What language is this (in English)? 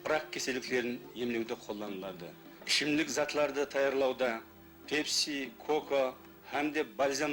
Kara-Kalpak